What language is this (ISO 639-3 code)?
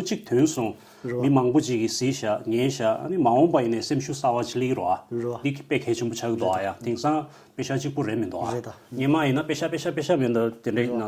bod